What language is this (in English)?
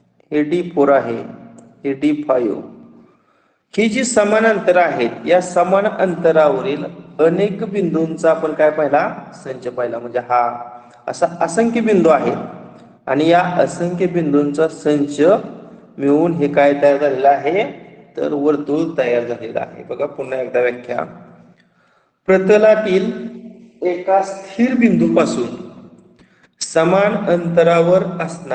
Marathi